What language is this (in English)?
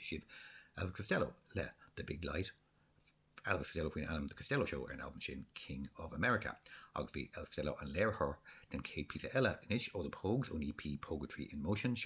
Irish